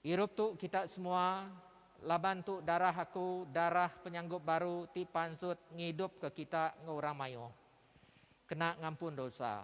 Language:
Iban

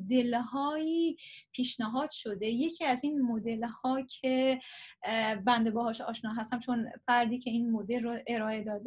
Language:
Persian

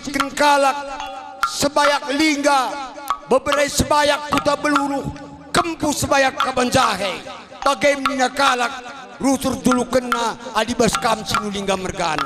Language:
Batak Karo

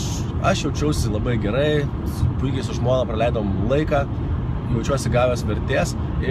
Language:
Lithuanian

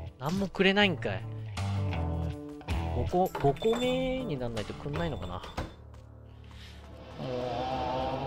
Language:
Japanese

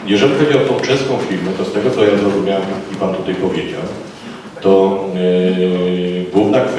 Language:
Polish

